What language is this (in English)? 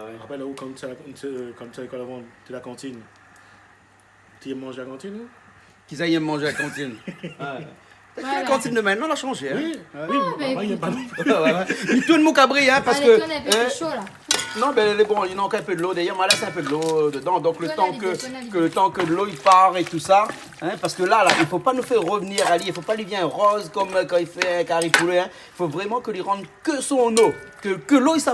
Réunion Creole French